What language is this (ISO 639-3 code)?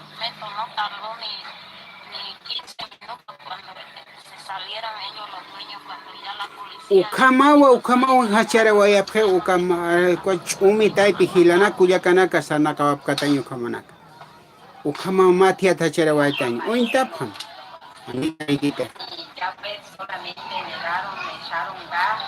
aym